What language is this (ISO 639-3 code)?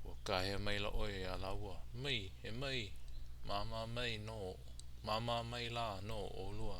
haw